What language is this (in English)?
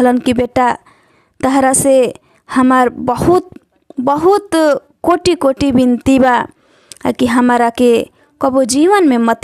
Bhojpuri